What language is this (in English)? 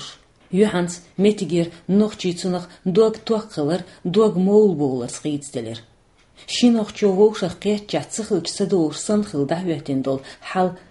Chechen